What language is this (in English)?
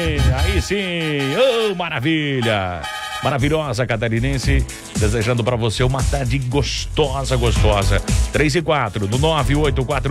Portuguese